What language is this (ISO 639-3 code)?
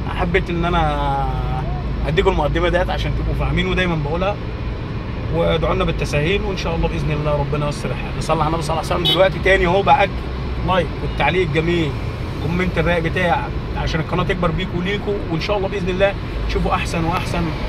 arz